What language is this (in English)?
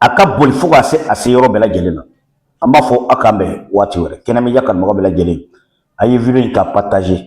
Bambara